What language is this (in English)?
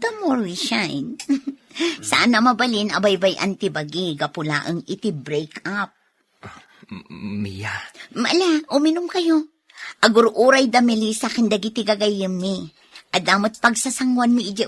Iloko